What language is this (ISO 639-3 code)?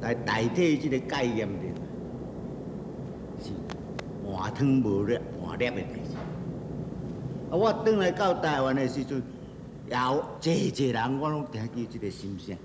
nan